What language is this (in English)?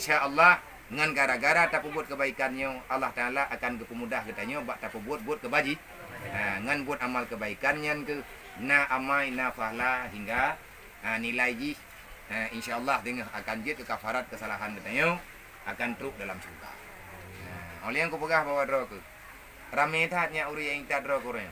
Achinese